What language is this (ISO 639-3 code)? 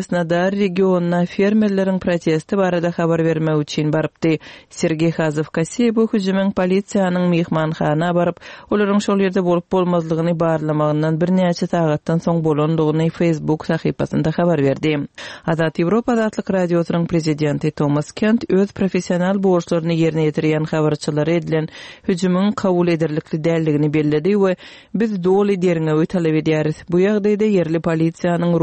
tuk